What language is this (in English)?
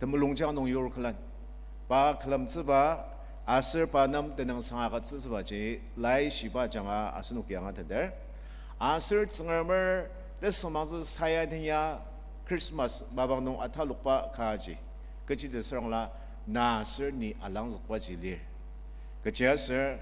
Ao Naga